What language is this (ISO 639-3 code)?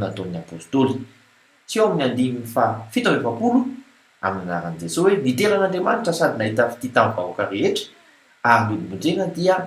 mlg